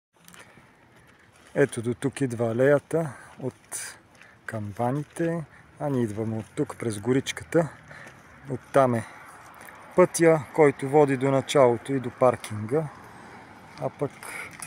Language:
Bulgarian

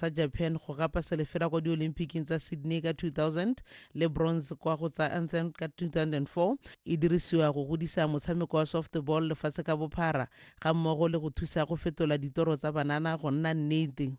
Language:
Tswana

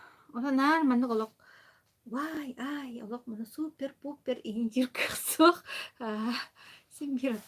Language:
Yakut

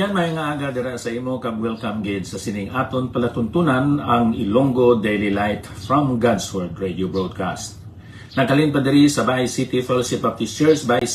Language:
Hiligaynon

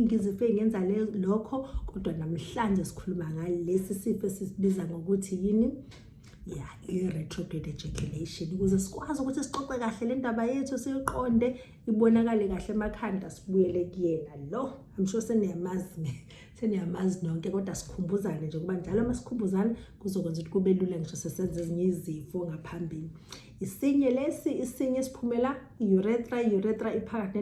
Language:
Zulu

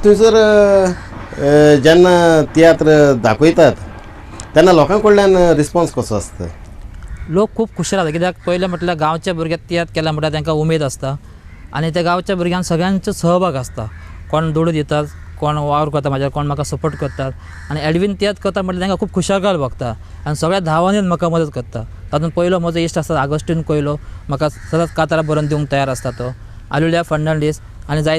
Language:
Konkani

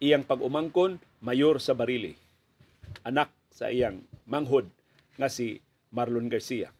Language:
Cebuano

